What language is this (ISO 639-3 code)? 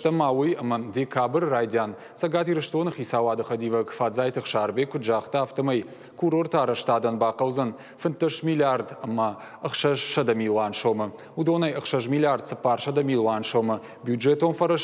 oss